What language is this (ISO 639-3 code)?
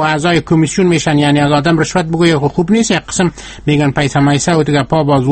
fas